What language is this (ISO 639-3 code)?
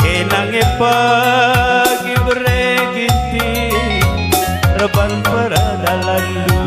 btx